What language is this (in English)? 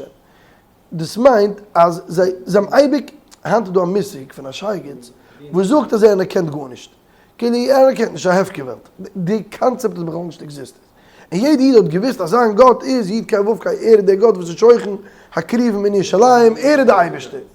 Yiddish